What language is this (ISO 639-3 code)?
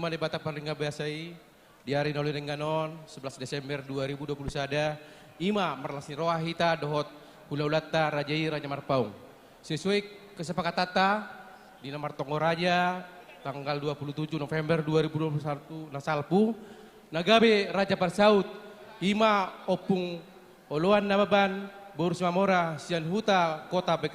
bbc